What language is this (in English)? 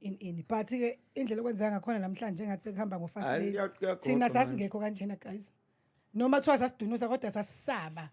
Zulu